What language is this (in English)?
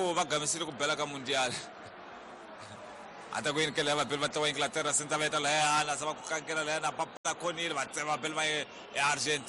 Tsonga